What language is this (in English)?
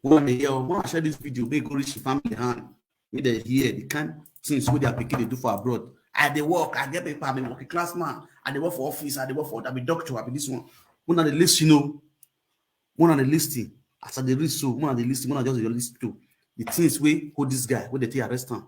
Nigerian Pidgin